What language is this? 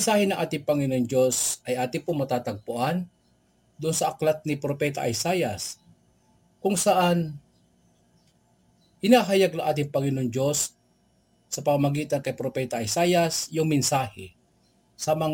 Filipino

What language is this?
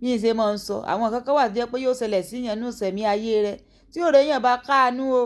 Yoruba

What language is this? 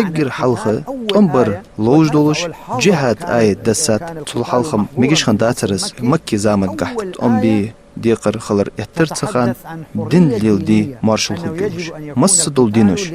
Ingush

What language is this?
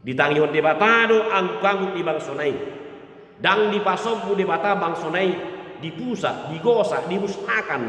Batak Toba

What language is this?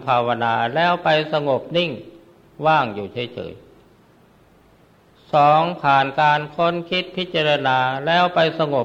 Thai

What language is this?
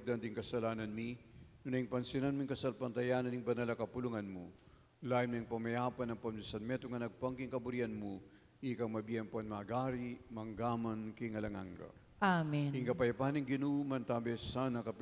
Pampanga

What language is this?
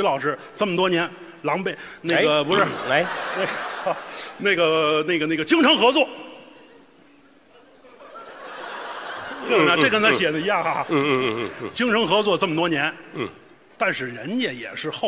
Chinese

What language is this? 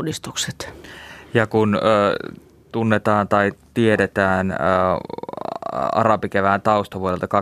Finnish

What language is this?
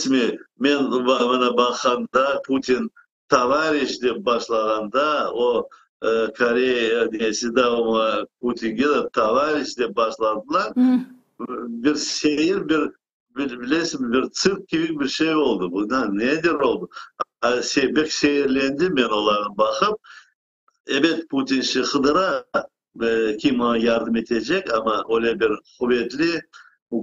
Crimean Tatar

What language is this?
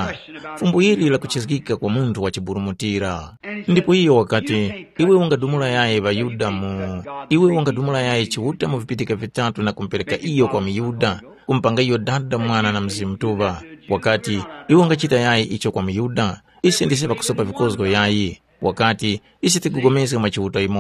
Tumbuka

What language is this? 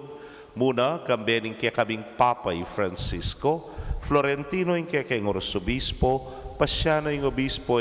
Pampanga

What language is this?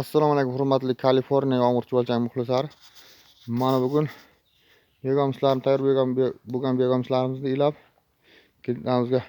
Uzbek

